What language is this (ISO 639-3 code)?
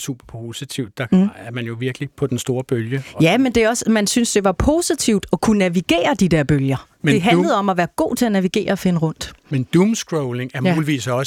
dan